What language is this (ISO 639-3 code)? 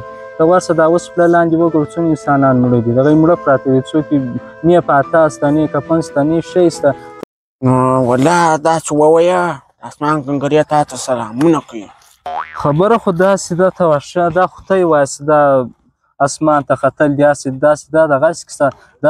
pus